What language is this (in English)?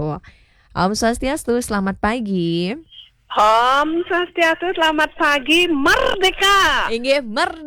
Balinese